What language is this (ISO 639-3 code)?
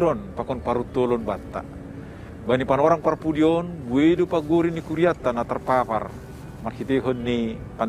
bts